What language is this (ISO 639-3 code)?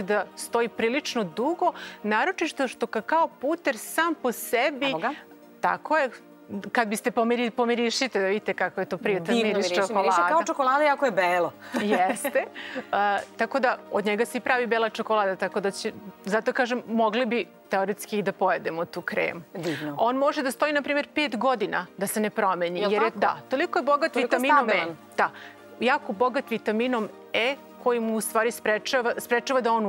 srp